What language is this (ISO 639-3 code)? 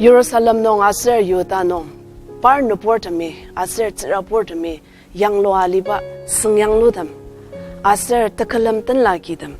njo